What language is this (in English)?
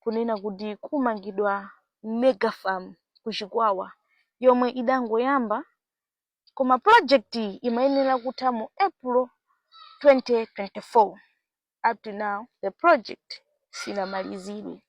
Nyanja